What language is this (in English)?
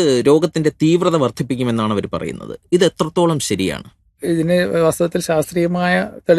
Malayalam